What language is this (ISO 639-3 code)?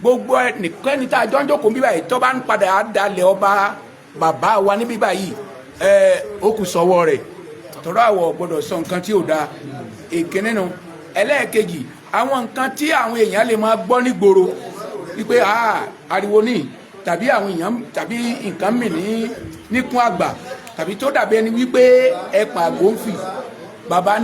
yor